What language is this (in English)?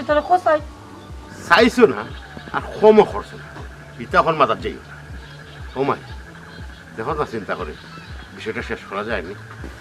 Sylheti